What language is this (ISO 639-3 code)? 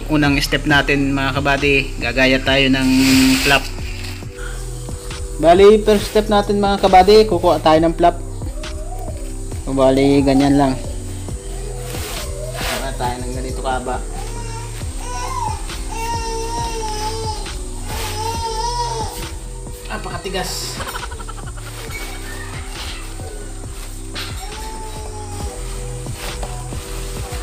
fil